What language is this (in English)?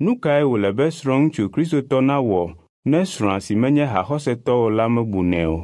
Ewe